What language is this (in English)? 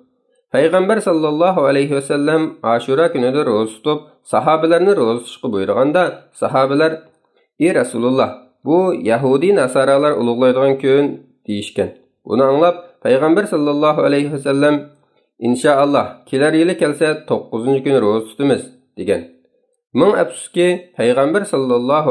Uyghur